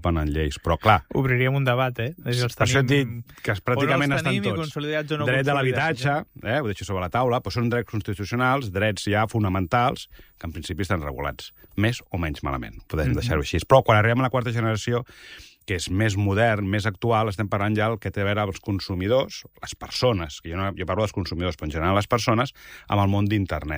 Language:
Catalan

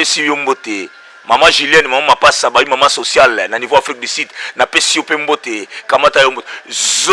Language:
Lingala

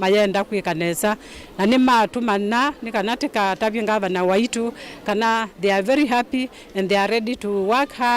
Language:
Kamba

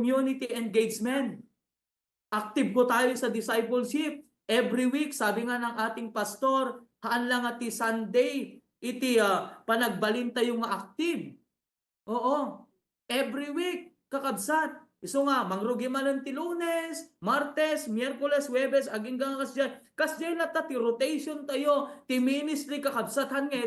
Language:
Iloko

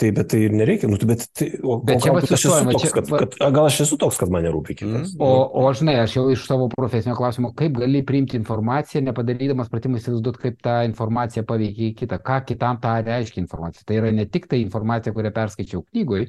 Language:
Lithuanian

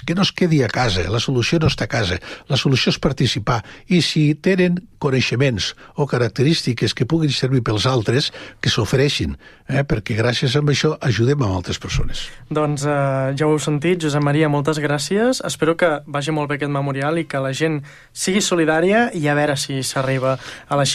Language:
Catalan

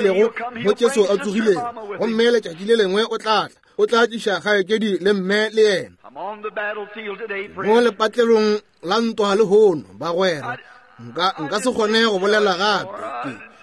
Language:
Northern Sotho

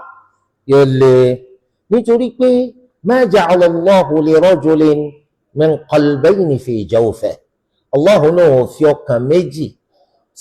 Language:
Yoruba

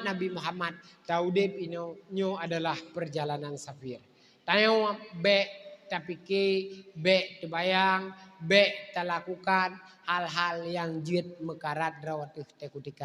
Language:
Achinese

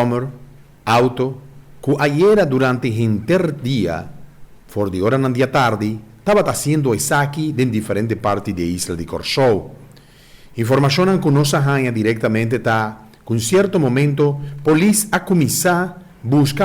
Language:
Papiamento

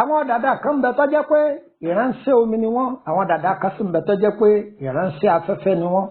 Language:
Yoruba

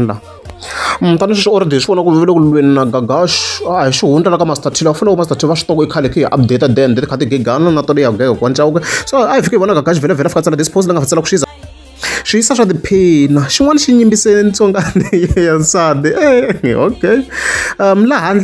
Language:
Tsonga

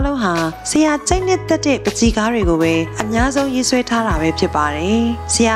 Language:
Burmese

